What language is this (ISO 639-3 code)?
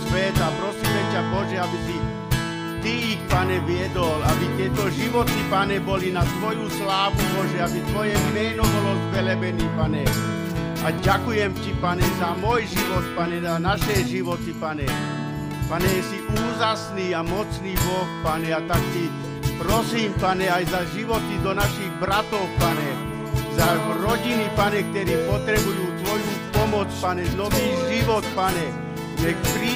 slk